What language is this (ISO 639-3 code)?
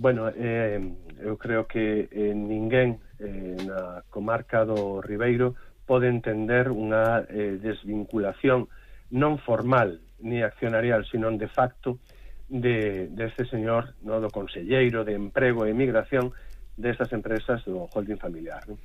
glg